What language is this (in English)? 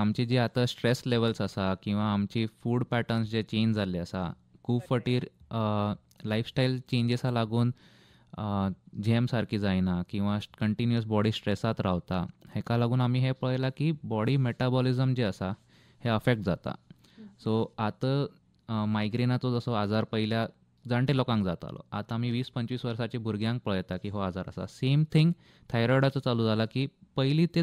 Konkani